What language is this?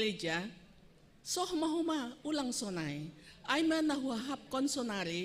Batak Simalungun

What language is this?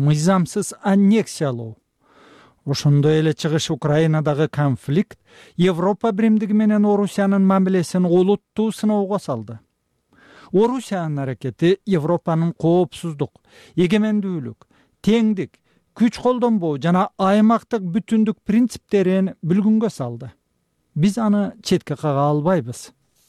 Kyrgyz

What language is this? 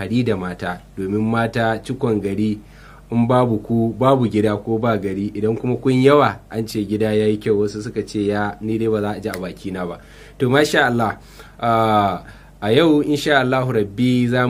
Hausa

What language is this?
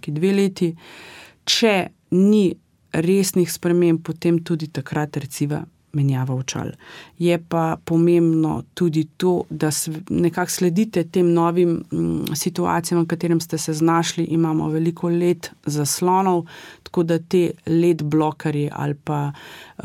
Slovenian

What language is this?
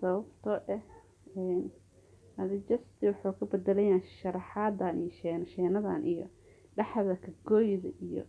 Somali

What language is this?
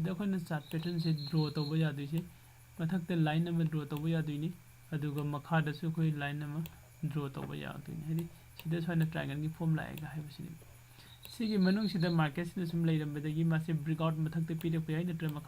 Manipuri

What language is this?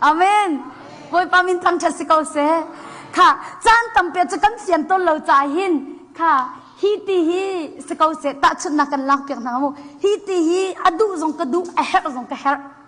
Hakha Chin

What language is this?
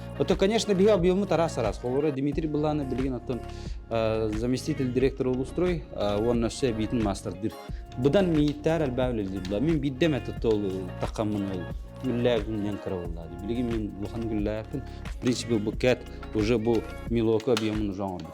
Yakut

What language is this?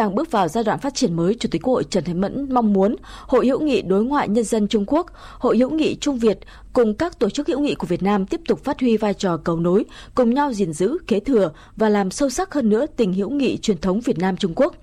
Vietnamese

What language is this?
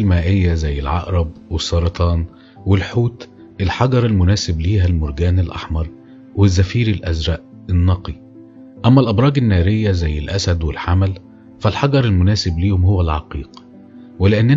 Egyptian Arabic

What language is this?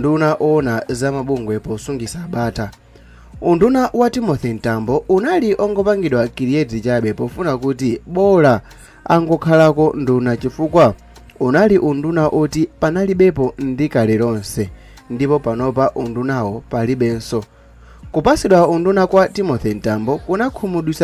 Nyanja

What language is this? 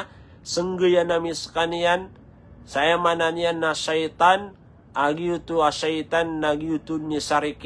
Maranao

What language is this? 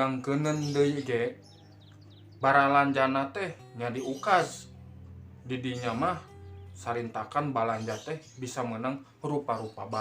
Sundanese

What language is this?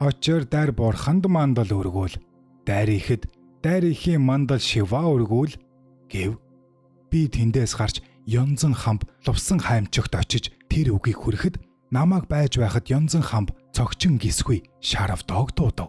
Mongolian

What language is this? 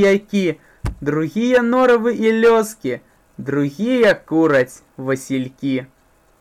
Belarusian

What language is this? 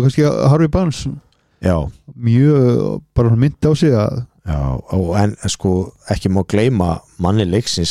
Icelandic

